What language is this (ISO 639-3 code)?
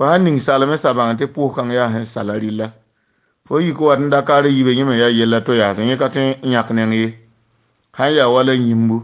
mos